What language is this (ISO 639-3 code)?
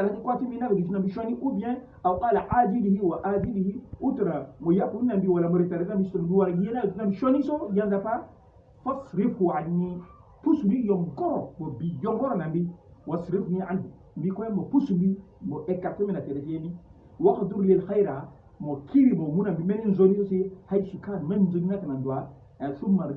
sag